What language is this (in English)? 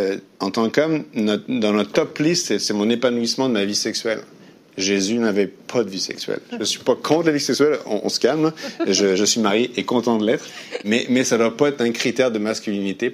French